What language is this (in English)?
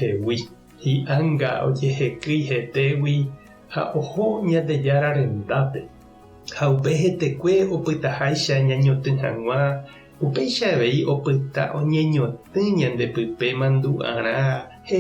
Guarani